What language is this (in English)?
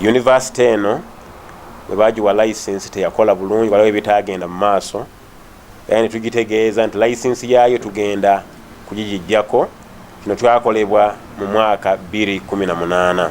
Ganda